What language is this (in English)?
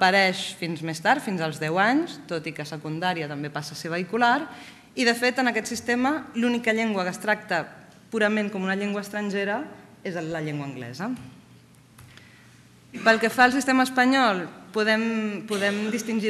Catalan